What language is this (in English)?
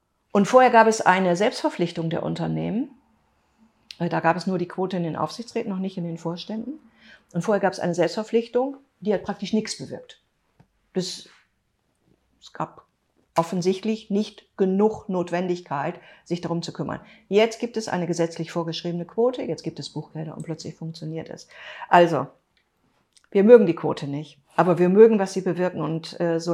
German